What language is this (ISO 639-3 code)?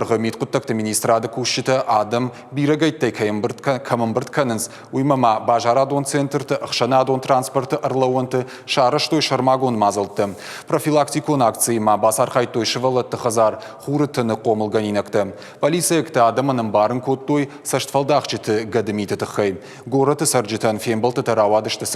oss